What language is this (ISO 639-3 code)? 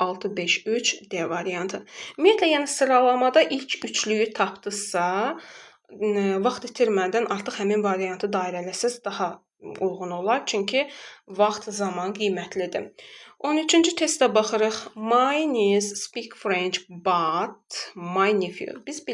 aze